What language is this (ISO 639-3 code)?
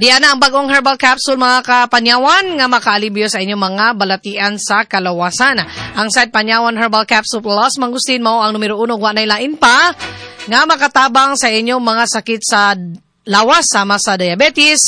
ceb